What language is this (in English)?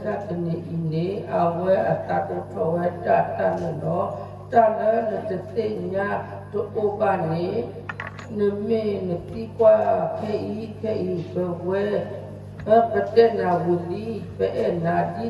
S'gaw Karen